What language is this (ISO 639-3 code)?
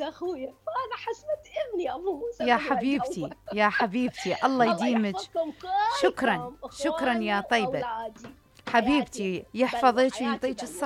acm